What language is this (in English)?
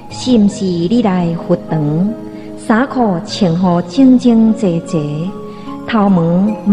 Min Nan Chinese